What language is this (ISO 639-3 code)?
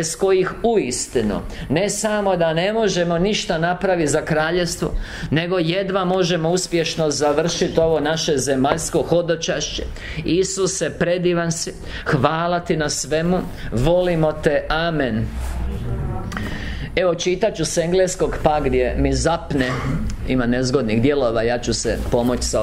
hrv